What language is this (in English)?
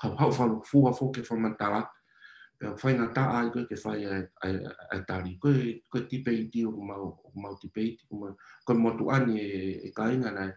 Tongan